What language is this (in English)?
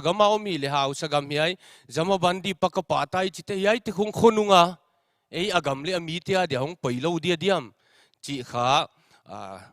Paite Chin